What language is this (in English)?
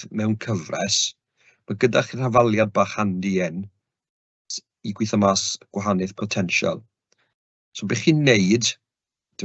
Welsh